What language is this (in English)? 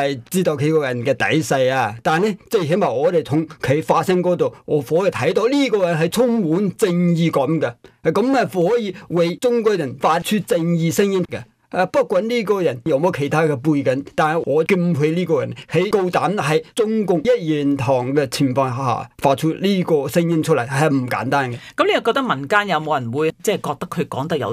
Cantonese